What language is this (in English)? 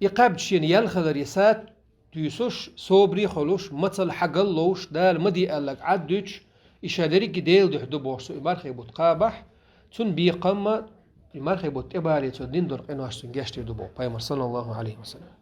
Chechen